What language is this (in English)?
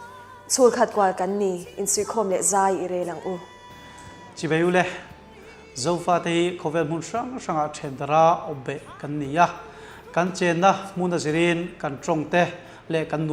Mizo